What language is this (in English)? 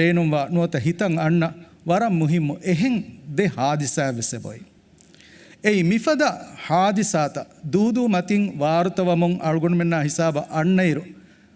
Divehi